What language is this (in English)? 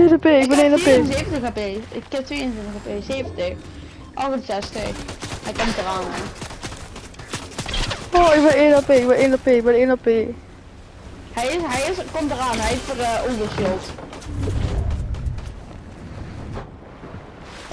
Dutch